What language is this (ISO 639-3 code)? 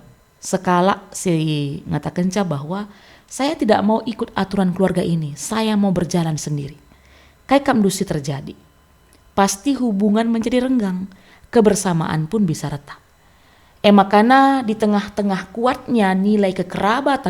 btx